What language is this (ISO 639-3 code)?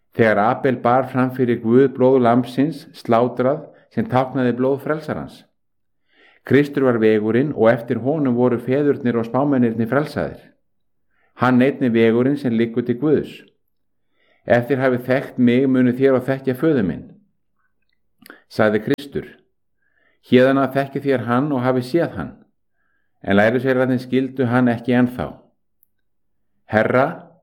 isl